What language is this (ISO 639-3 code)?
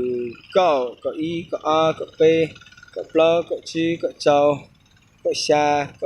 hmn